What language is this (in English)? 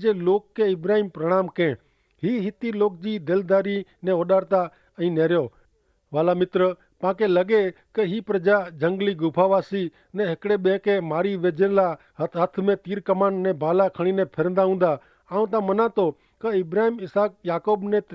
Kachhi